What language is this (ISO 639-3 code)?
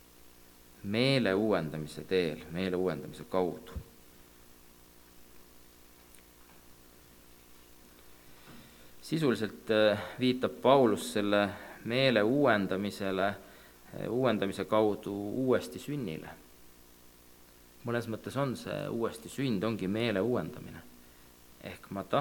est